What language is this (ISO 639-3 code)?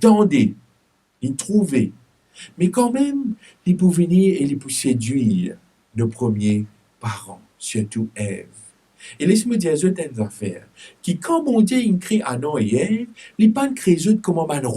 mfe